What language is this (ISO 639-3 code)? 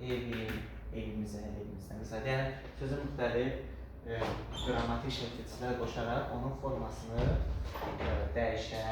aze